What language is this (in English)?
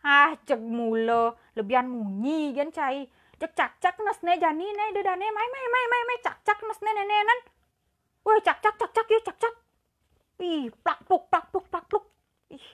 Balinese